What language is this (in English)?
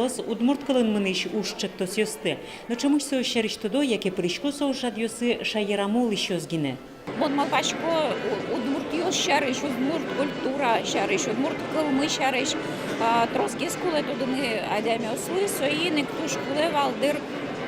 Udmurt